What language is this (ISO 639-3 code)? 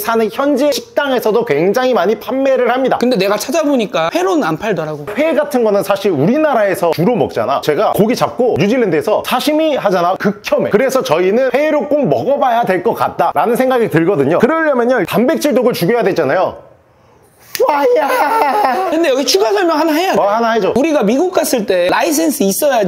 kor